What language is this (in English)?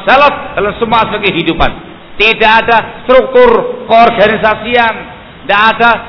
Indonesian